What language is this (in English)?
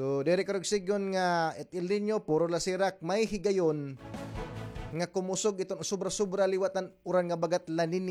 Waray